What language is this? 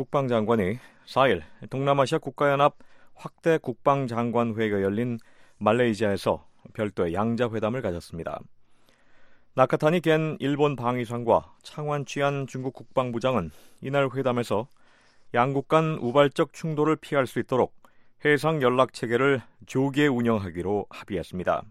Korean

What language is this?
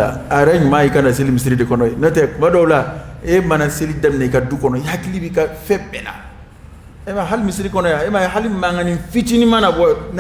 Dyula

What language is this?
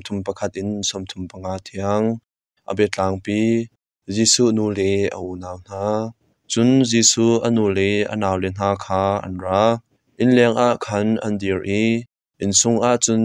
Hakha Chin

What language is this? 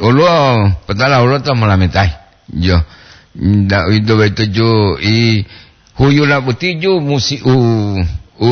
Gorontalo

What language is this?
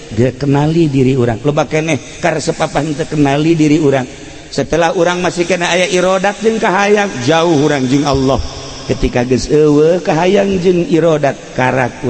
Sundanese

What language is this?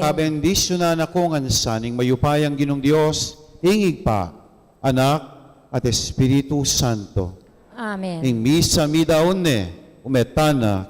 Pampanga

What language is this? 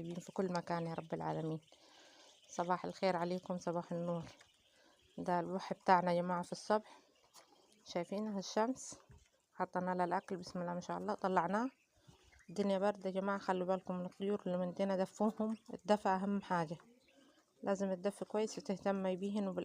Egyptian Arabic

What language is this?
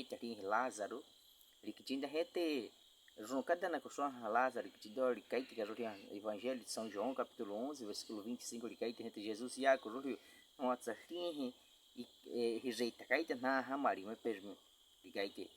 Baniwa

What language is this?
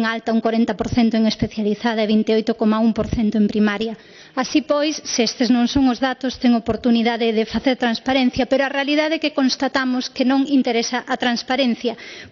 Galician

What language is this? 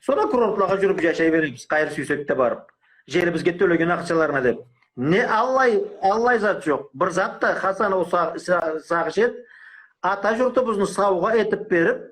Karachay-Balkar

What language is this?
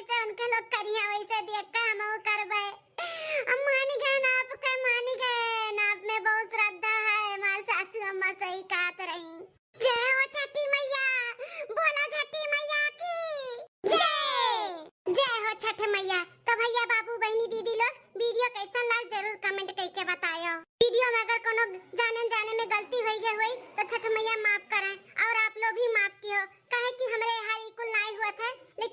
Awadhi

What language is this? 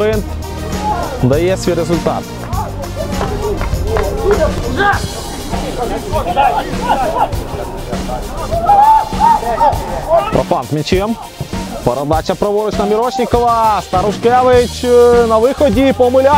Ukrainian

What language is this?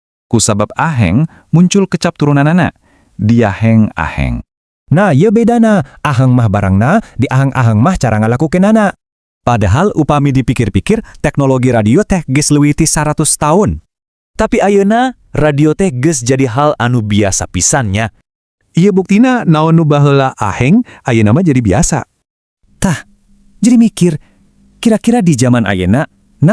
Sundanese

